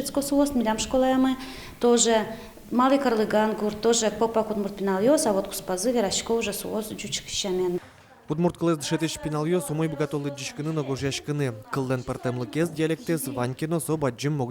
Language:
Udmurt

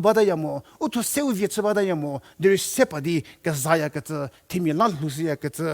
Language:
Angami Naga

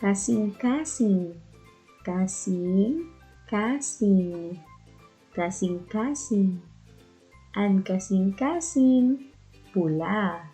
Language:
Waray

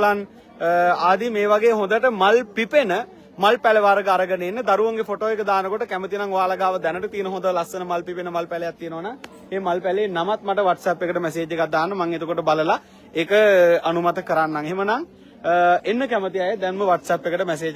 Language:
Sinhala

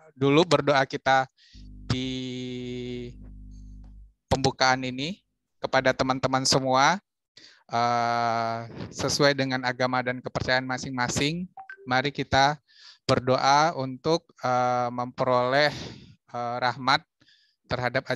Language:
Indonesian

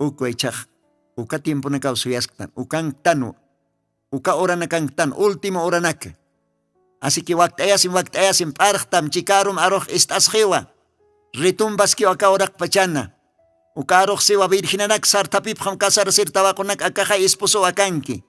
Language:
Aymara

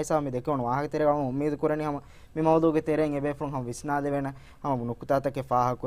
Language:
Divehi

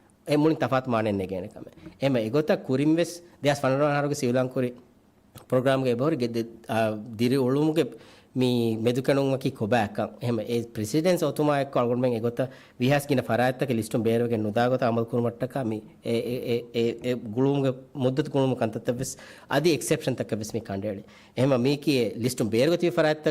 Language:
Divehi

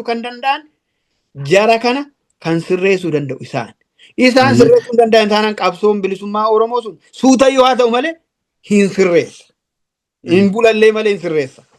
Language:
Oromo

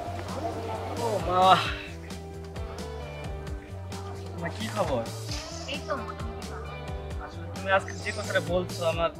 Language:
Bangla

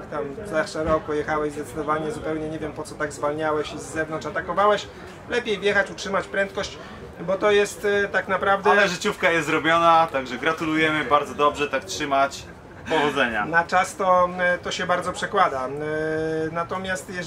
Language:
Polish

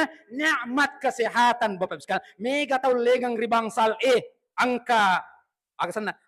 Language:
Buginese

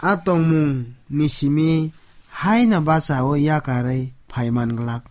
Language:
Kok Borok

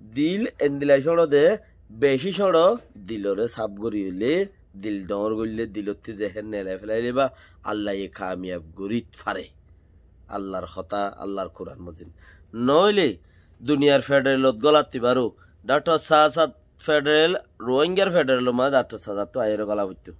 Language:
Rohingya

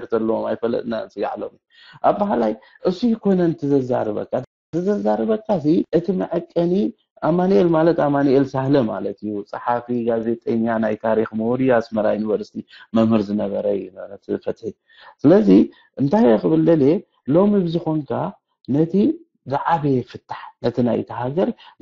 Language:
Tigrinya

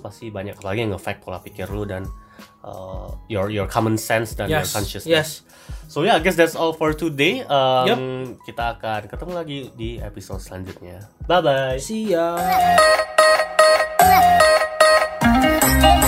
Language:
Indonesian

